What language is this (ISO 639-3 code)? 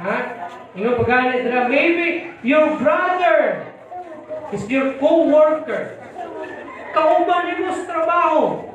ceb